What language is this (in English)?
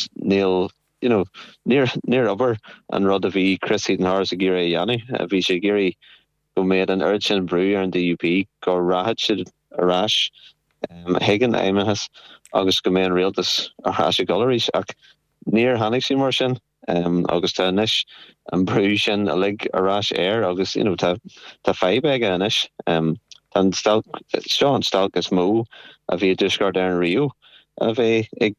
Irish